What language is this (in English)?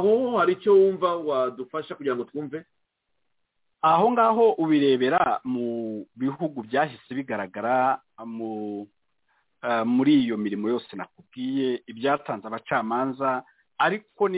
Kinyarwanda